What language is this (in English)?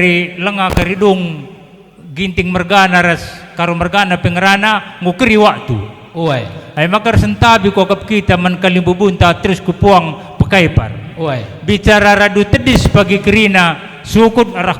Batak Karo